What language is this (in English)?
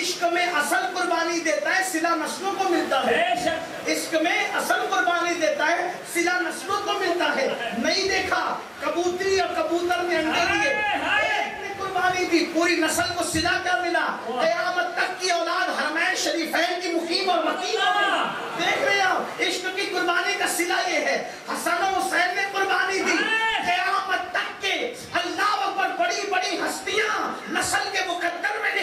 Urdu